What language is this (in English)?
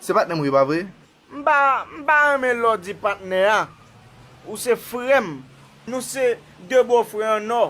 Haitian Creole